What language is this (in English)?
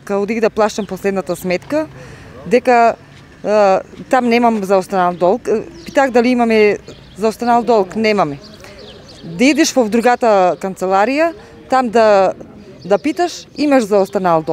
Macedonian